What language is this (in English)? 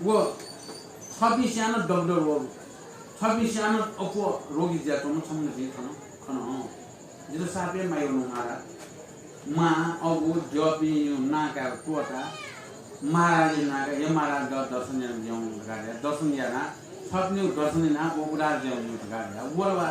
Newari